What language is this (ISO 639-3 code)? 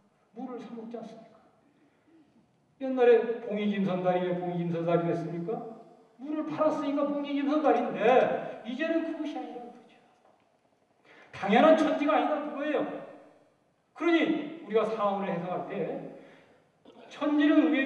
kor